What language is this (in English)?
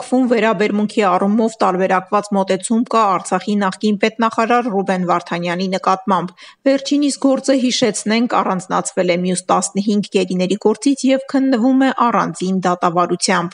Armenian